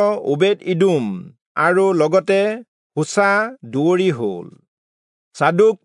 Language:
Assamese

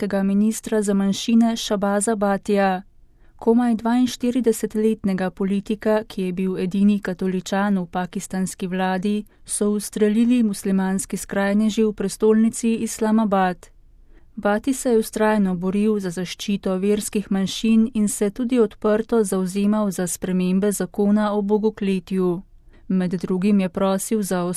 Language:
Slovenian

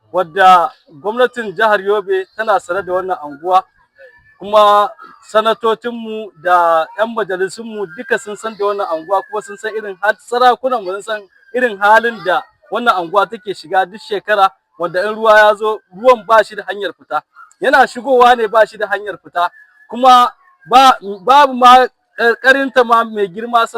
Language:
Hausa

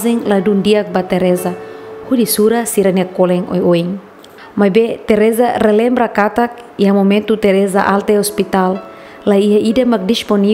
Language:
Tetum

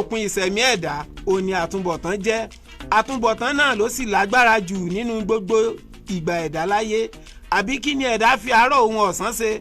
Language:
Yoruba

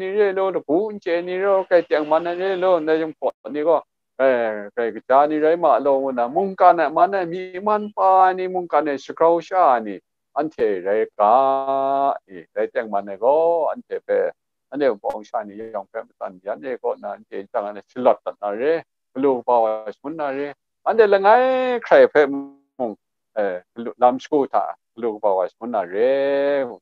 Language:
Kachin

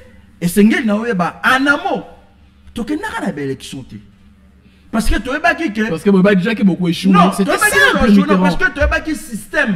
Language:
French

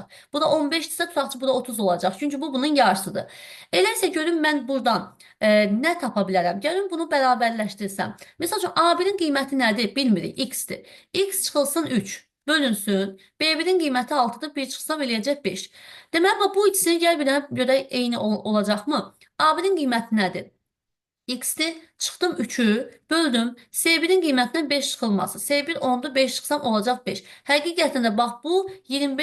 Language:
Azerbaijani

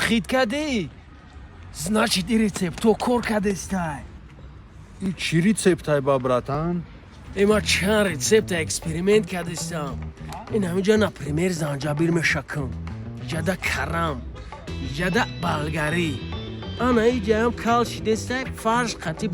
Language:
Tajik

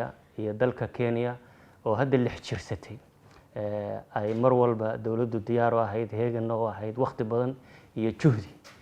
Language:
Somali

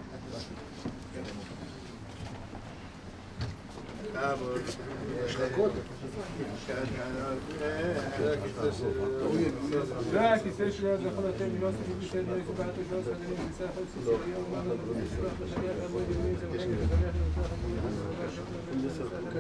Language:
Hebrew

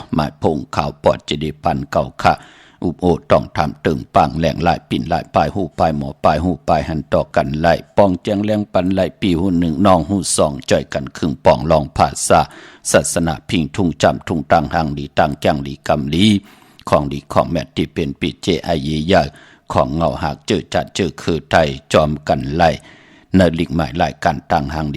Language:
Shan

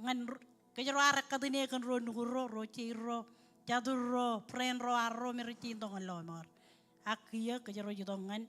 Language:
Marshallese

